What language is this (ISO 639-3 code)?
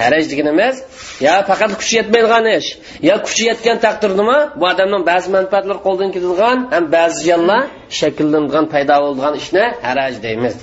uig